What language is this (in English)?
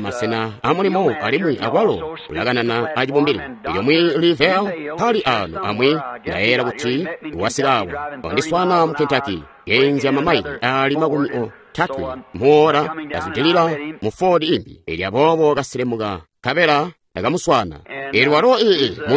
Tonga (Zambia)